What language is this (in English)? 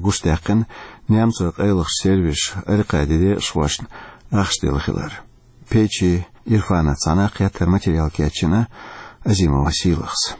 Chechen